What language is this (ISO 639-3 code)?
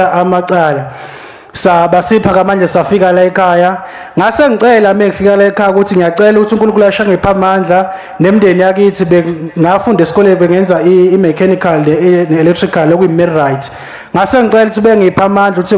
zul